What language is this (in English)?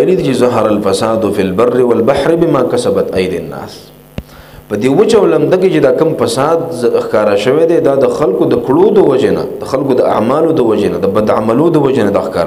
Pashto